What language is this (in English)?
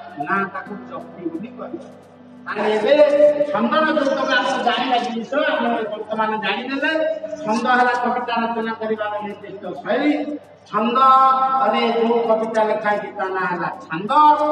Odia